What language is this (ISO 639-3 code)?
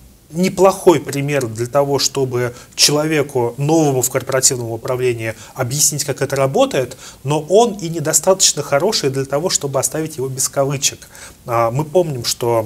rus